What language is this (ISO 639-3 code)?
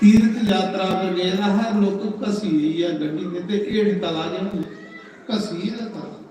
doi